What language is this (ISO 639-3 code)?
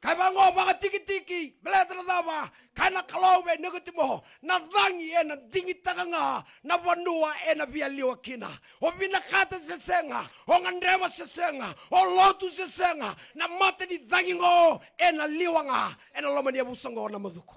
fij